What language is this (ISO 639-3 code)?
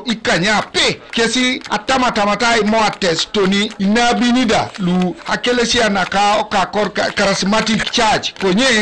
teo